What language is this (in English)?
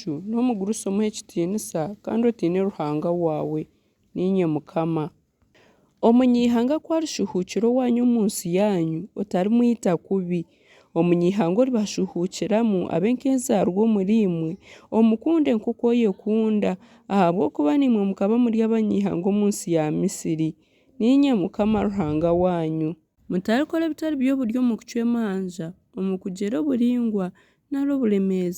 Nyankole